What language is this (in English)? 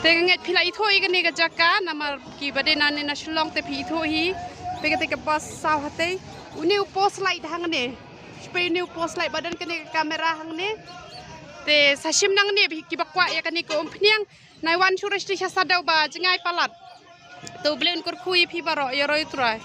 Khasi